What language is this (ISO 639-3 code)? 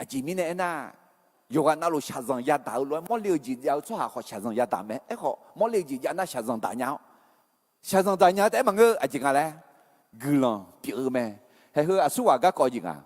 ahk